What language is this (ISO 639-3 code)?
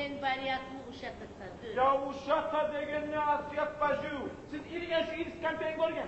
kum